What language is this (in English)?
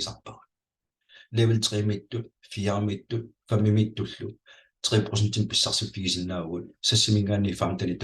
Kalaallisut